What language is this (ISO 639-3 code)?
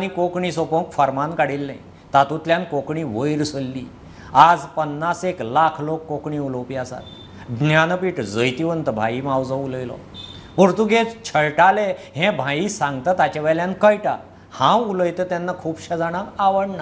kok